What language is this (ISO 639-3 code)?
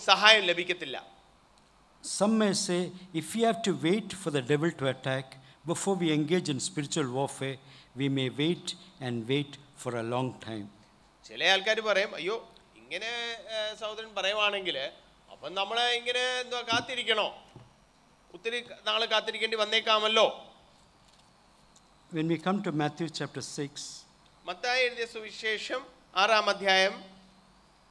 mal